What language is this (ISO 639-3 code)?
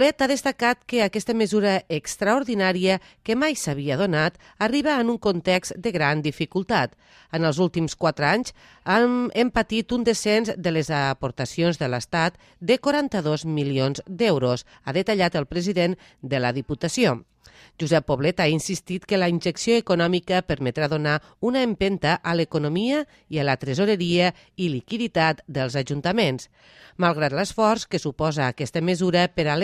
cat